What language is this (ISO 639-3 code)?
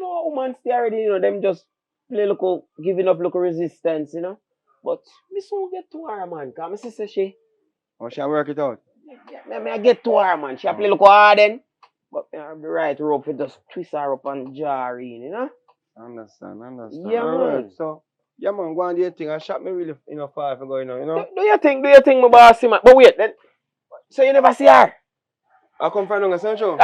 jam